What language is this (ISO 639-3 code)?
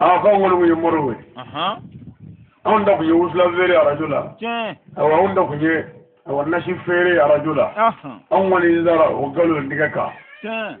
bam